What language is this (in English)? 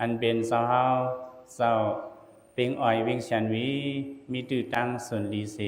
Lao